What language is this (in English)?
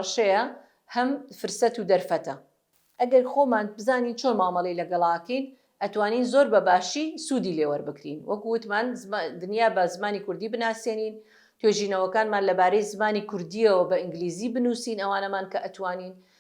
Central Kurdish